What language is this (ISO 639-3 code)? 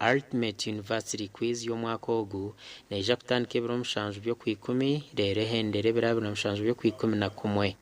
nyn